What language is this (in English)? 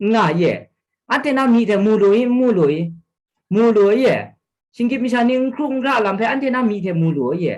Kachin